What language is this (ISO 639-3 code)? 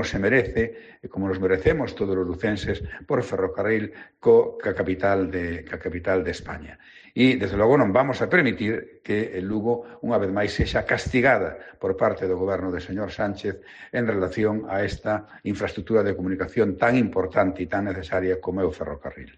glg